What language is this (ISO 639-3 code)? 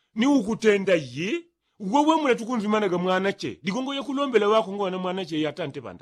yao